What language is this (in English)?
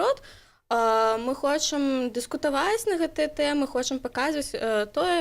Belarusian